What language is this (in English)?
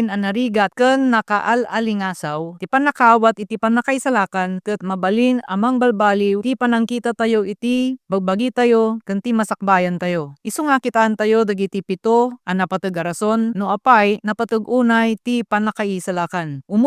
Iloko